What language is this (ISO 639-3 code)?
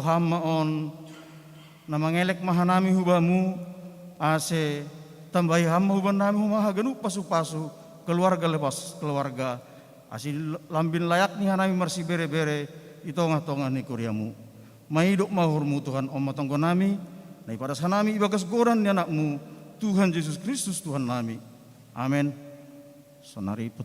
bts